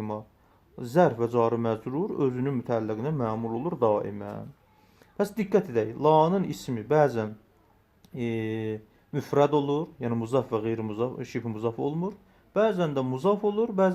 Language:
Azerbaijani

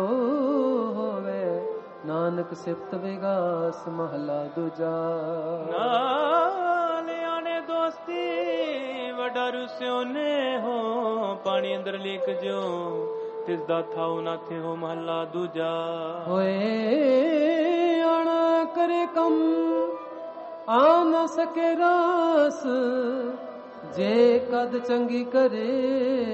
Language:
Punjabi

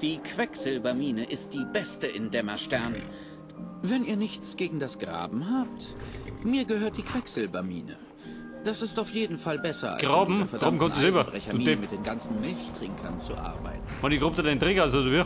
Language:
Bavarian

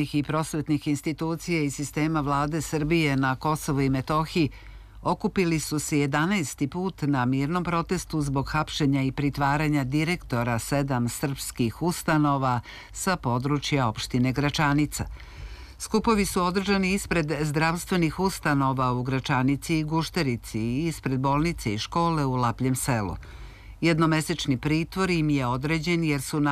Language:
Serbian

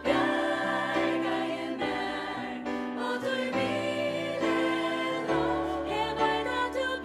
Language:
Faroese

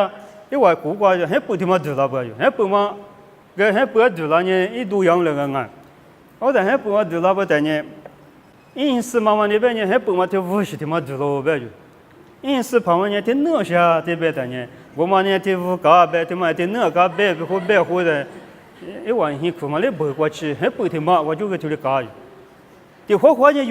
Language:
Lisu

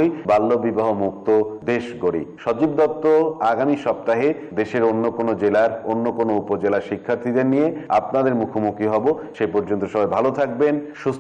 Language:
Bangla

